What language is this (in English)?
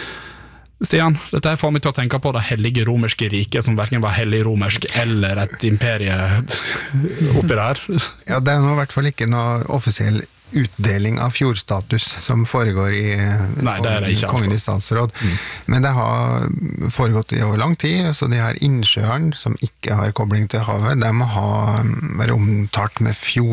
Norwegian